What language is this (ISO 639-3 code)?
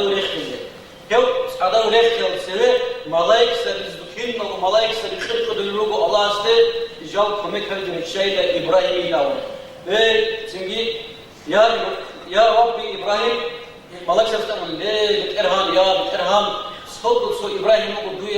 ava